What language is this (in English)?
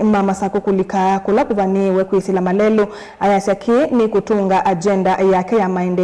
Kamba